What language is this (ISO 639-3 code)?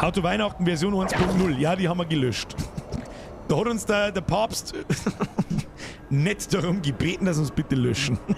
bar